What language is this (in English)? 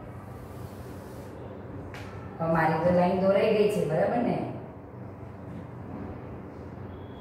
Gujarati